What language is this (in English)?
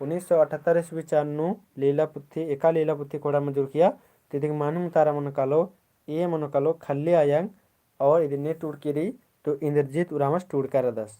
Kurukh